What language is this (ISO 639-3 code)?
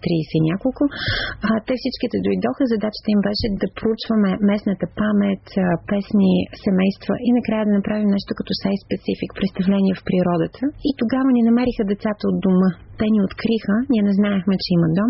bul